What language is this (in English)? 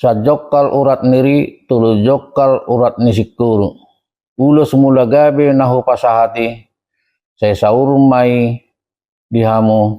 Batak Toba